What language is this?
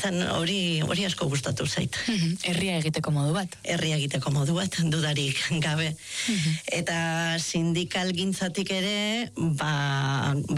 Basque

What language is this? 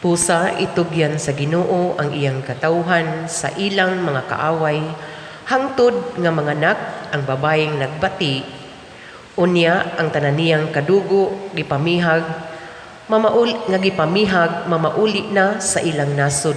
Cebuano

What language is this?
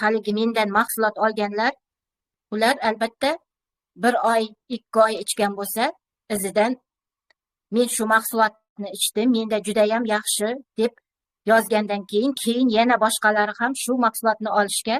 Uzbek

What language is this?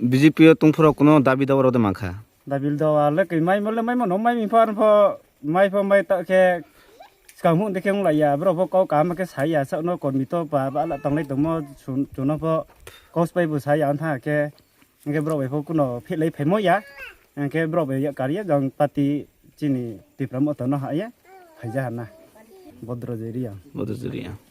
Kok Borok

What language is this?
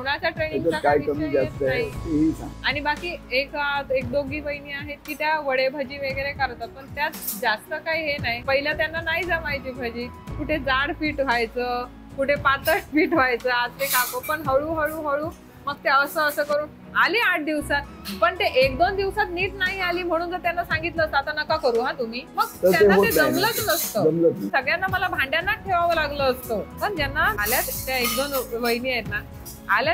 Marathi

